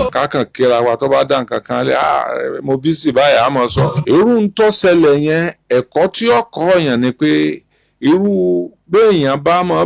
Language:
Yoruba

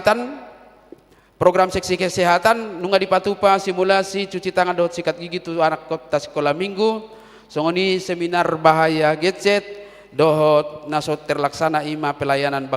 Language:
Batak Toba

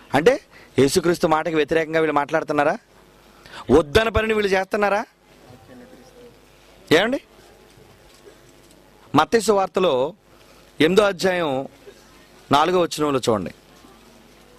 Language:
Telugu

